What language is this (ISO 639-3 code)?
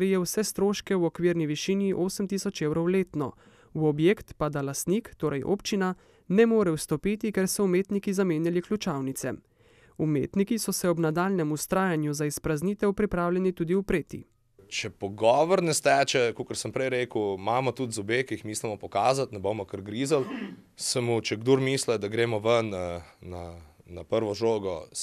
slv